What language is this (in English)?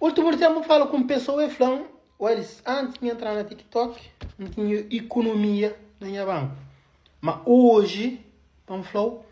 Kabuverdianu